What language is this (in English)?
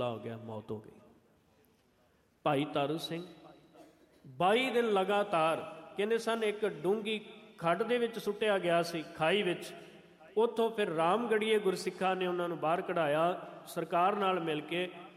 Punjabi